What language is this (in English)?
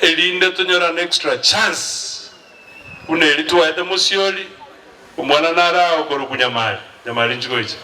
Gusii